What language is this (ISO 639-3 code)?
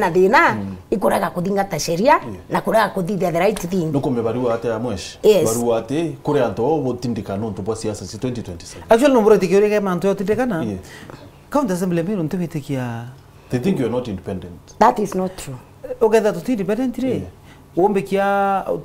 mer